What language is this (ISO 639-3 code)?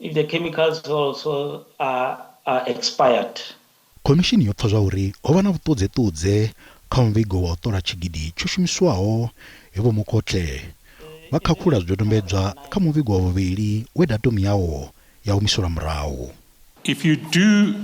ven